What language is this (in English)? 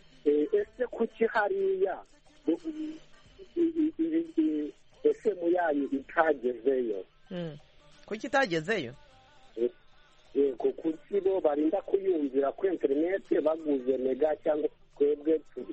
Kinyarwanda